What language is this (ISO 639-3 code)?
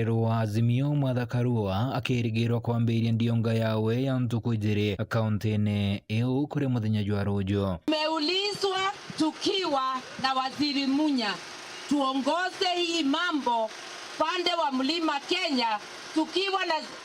mer